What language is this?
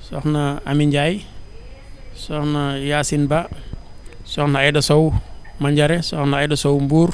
Wolof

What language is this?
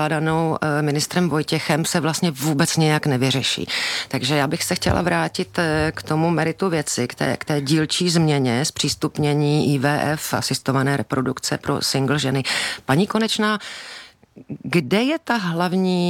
Czech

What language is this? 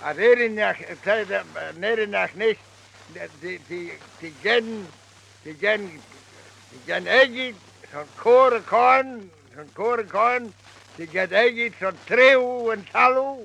Manx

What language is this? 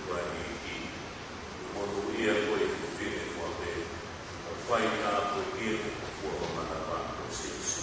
Tongan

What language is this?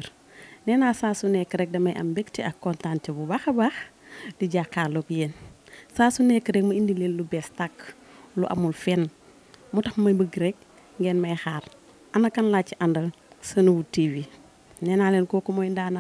Wolof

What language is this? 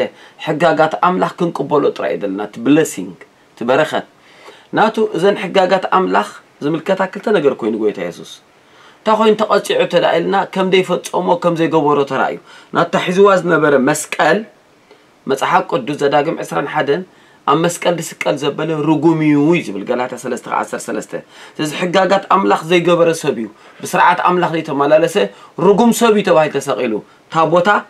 Tigrinya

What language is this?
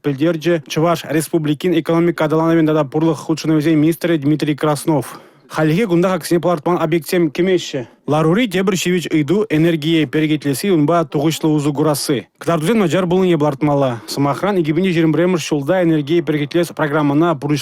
Chuvash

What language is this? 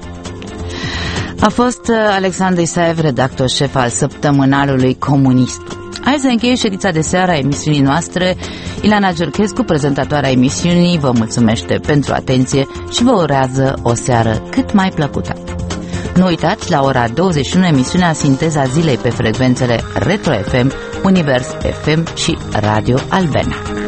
Romanian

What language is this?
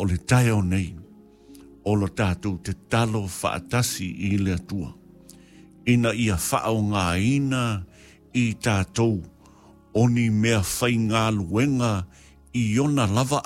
Samoan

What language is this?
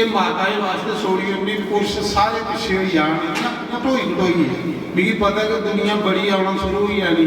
Dogri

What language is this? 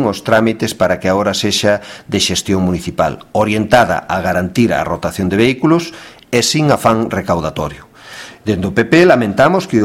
Galician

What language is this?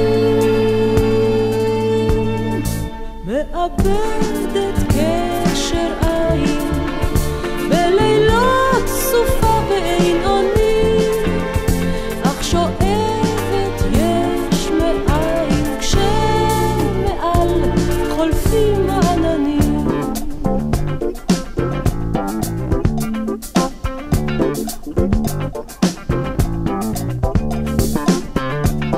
Hebrew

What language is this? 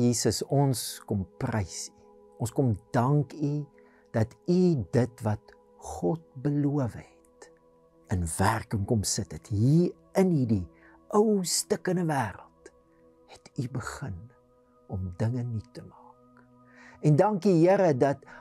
Afrikaans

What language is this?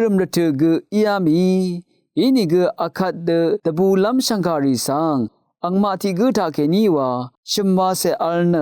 Rawang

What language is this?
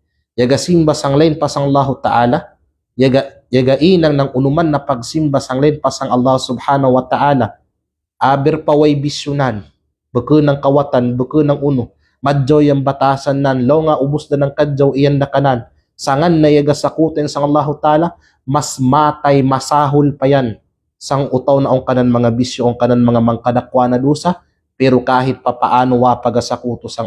Kalagan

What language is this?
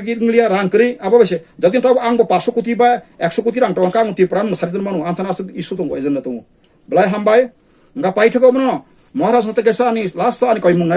Kok Borok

